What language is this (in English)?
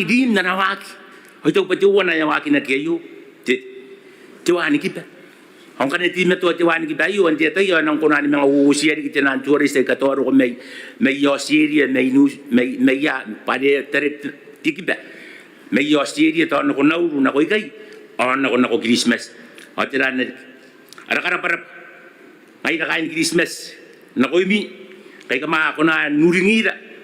Gilbertese